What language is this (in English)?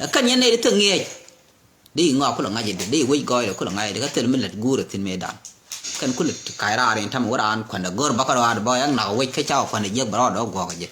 Nuer